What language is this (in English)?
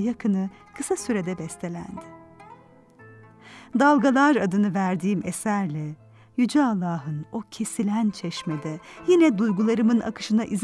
Turkish